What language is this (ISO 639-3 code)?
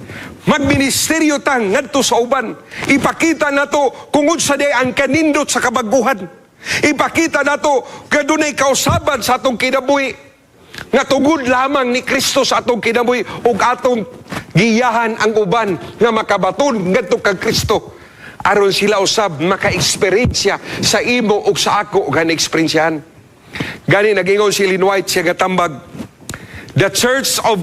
ceb